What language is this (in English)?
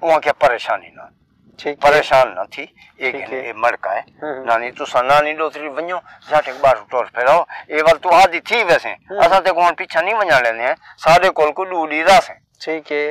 Saraiki